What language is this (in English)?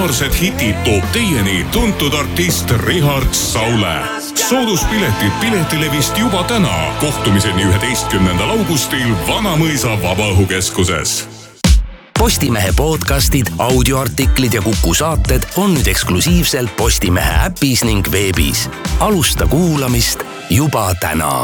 Estonian